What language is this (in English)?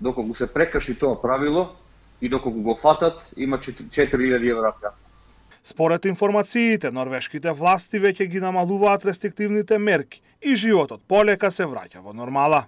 Macedonian